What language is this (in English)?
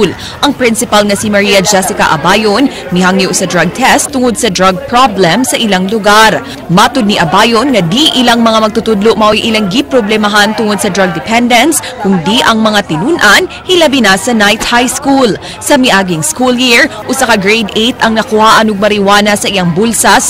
Cebuano